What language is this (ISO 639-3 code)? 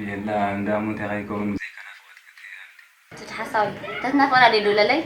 tir